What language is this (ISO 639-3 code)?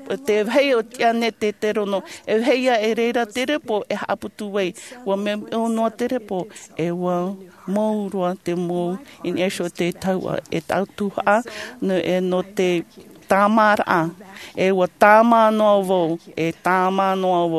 tah